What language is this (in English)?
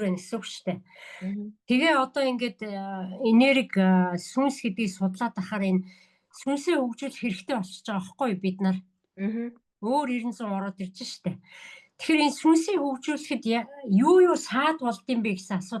Mongolian